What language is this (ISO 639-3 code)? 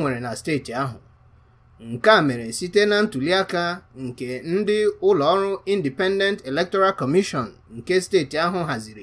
ibo